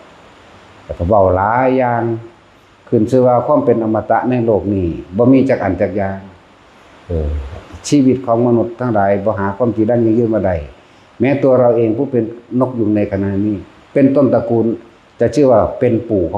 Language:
Northeastern Thai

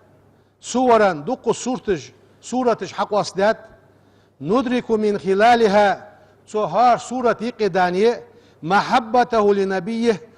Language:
Ingush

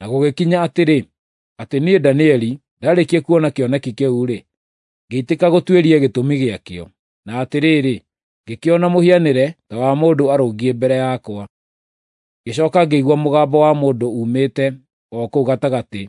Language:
Kikuyu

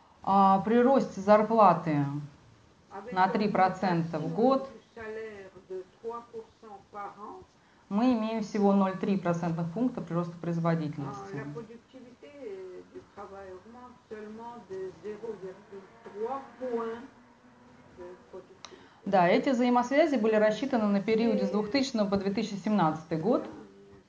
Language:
Russian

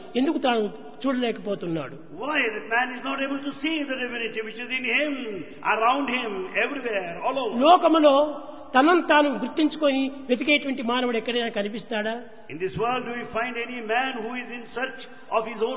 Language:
Telugu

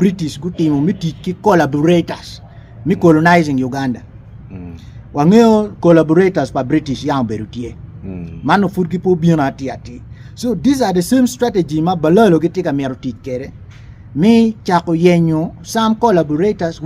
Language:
Acoli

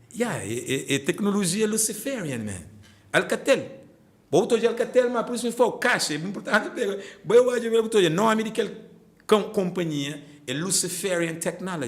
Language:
Kabuverdianu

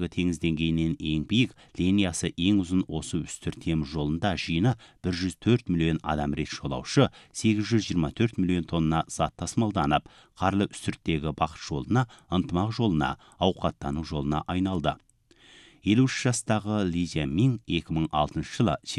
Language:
Kazakh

